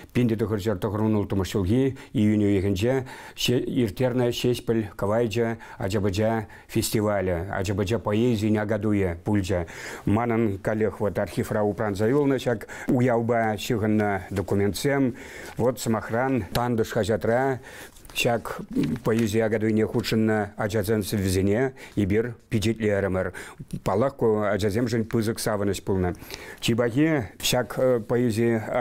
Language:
Chuvash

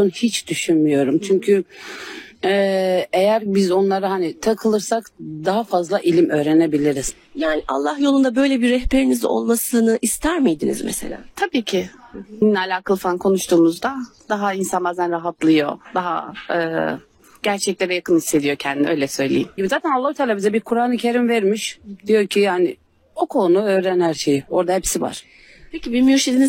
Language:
Turkish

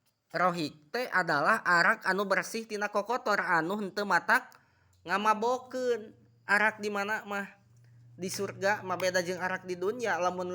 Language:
Sundanese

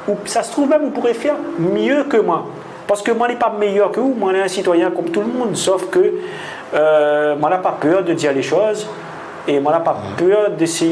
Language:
Réunion Creole French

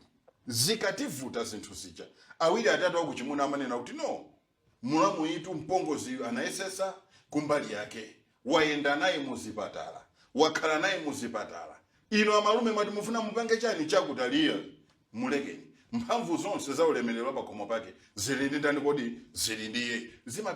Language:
Nyanja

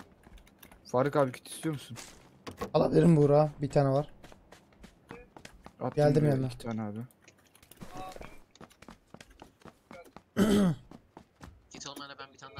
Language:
Turkish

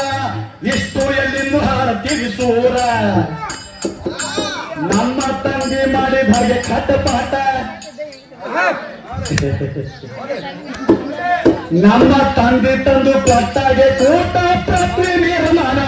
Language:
Kannada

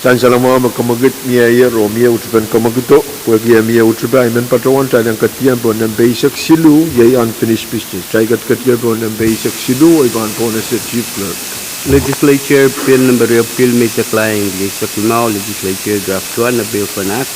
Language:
Pohnpeian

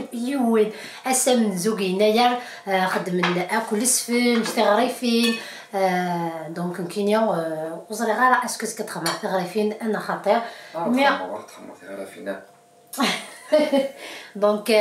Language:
Kabyle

